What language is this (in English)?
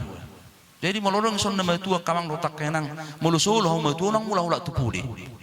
Batak Toba